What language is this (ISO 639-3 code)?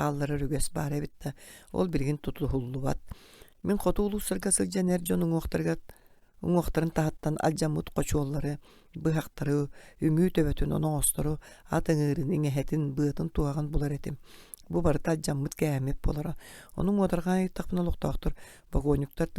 sah